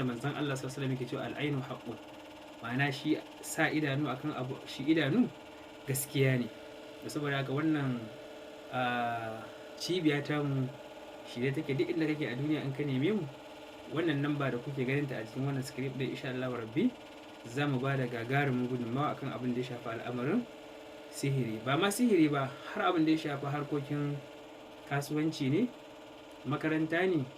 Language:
Hausa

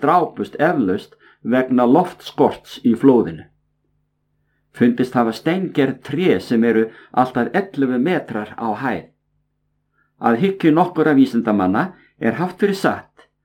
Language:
Icelandic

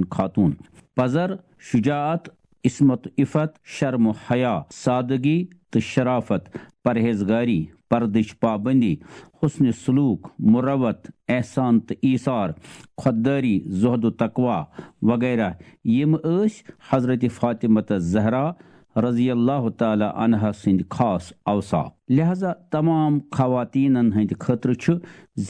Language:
Kashmiri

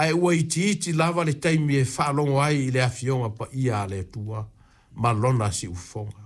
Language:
Samoan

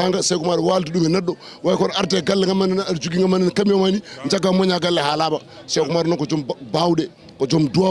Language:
Fula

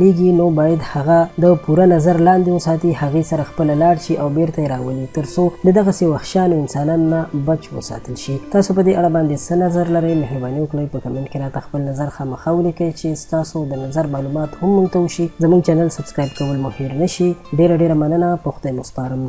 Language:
Pashto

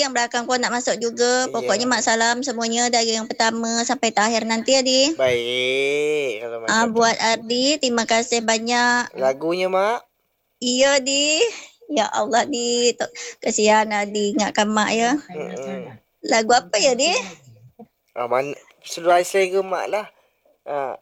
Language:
Malay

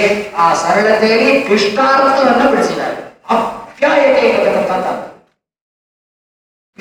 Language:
Kannada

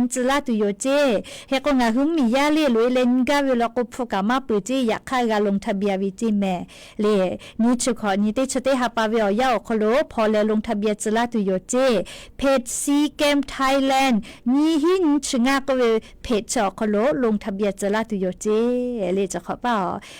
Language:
Lahu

